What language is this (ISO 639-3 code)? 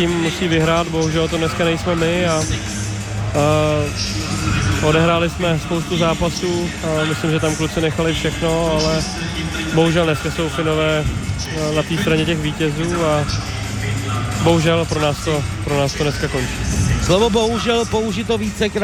ces